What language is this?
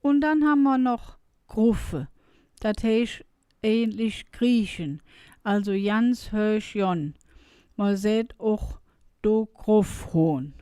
Colognian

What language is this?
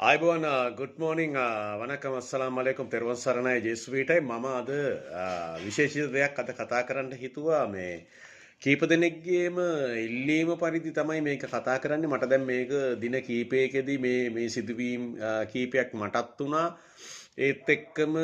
Sinhala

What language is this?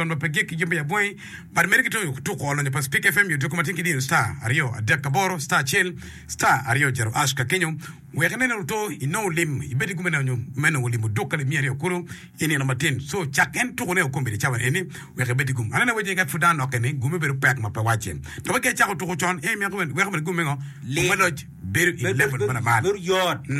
Acoli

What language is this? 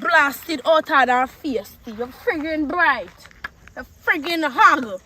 Jamaican Creole English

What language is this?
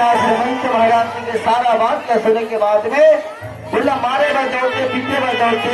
Chhattisgarhi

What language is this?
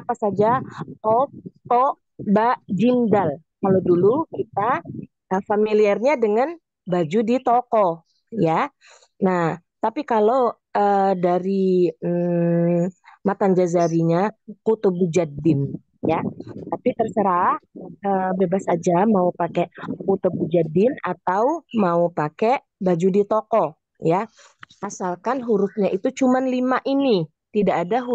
Indonesian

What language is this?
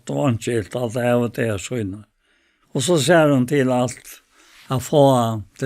Faroese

